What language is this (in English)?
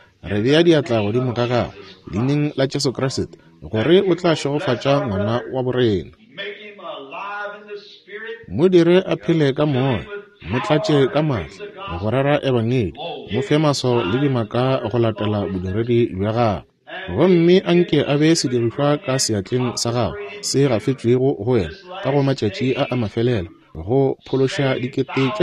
Northern Sotho